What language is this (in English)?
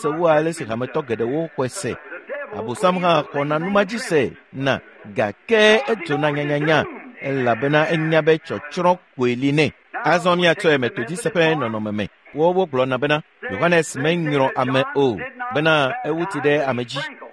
Ewe